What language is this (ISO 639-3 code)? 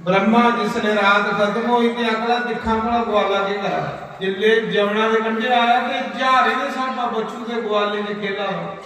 doi